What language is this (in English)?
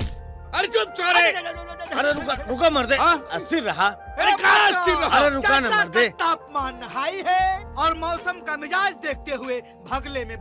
Bhojpuri